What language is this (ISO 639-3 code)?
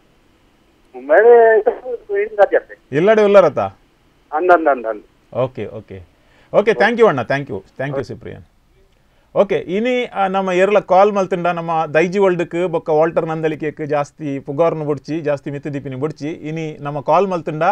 tcy